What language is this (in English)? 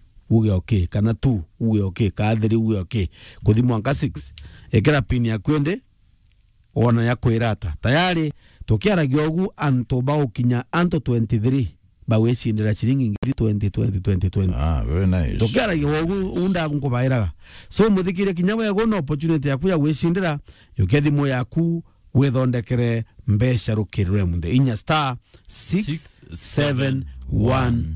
Meru